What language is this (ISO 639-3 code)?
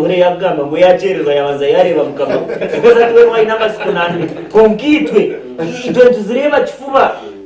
nyn